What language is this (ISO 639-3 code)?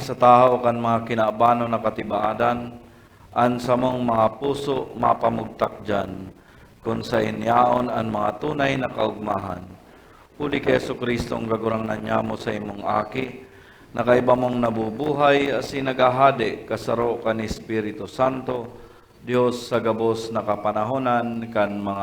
bik